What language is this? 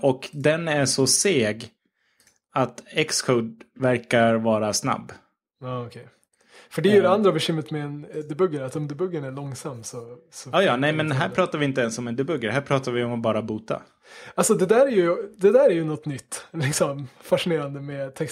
Swedish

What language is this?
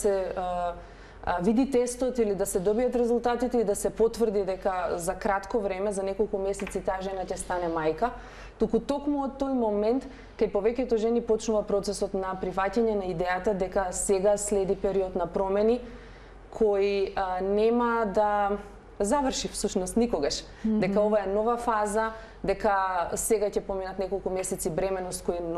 Macedonian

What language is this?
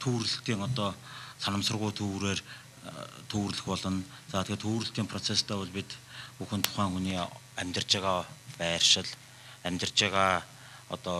Mongolian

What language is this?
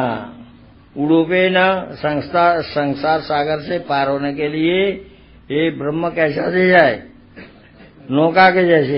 Hindi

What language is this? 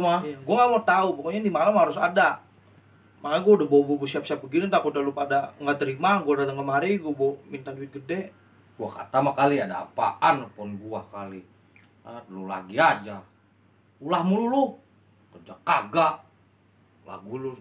Betawi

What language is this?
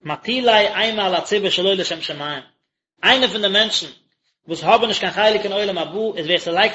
Yiddish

